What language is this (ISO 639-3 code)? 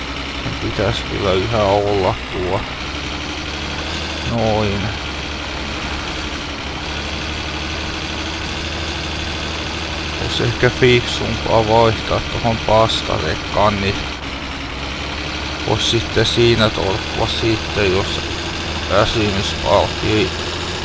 fin